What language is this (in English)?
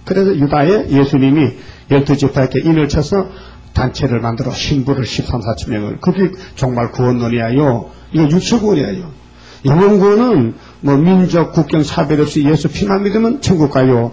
Korean